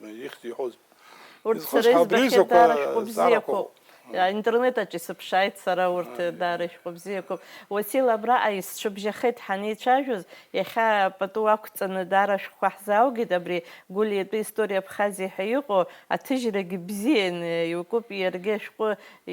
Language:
Abkhazian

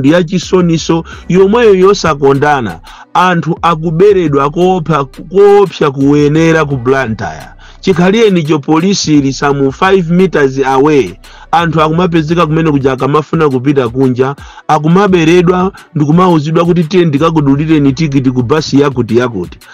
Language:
Nyanja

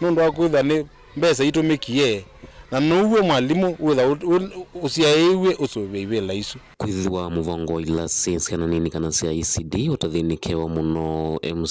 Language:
Kamba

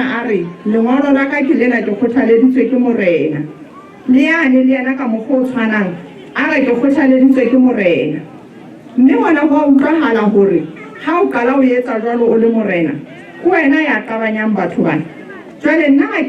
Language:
Southern Sotho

